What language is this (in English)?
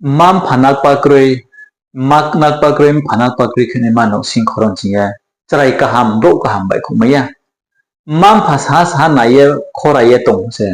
Riang (India)